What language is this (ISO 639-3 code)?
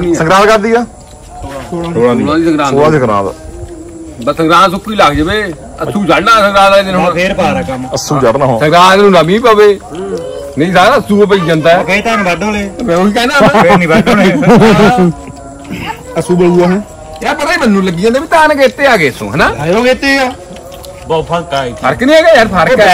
pan